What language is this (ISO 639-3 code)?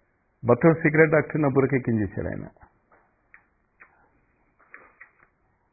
tel